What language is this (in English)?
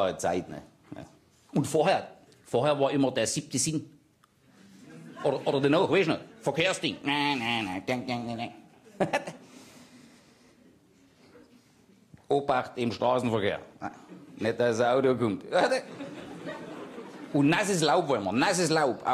German